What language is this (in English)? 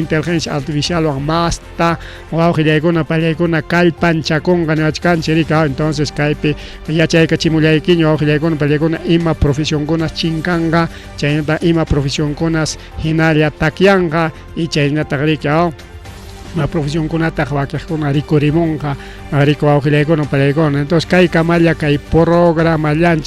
Ayacucho Quechua